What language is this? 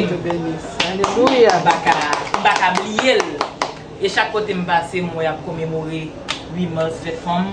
Haitian Creole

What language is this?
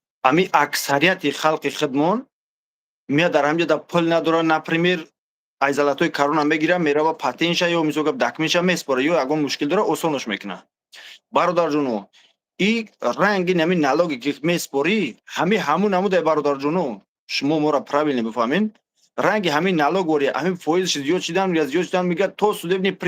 Tajik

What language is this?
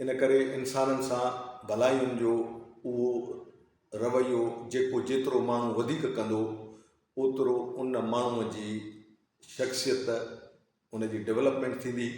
Sindhi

